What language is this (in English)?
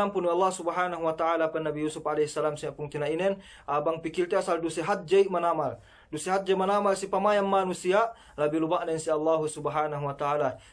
Yakan